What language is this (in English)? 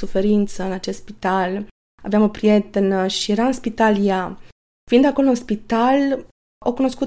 Romanian